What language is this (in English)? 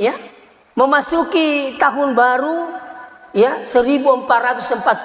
Buginese